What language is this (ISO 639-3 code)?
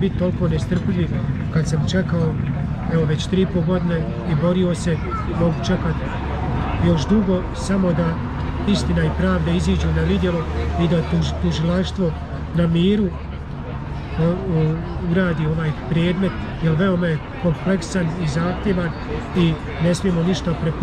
bos